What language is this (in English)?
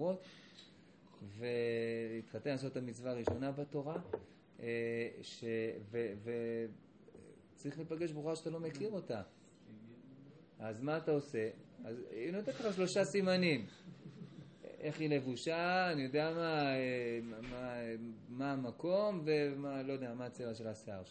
Hebrew